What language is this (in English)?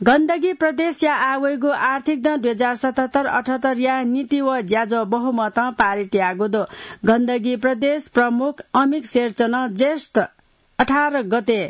Newari